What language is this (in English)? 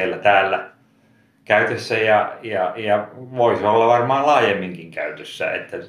Finnish